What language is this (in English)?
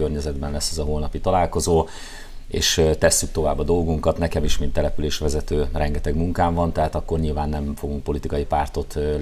Hungarian